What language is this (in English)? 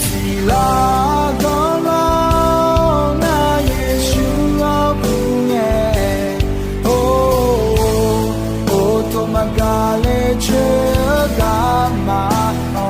Akha